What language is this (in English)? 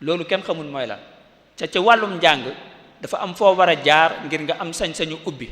Wolof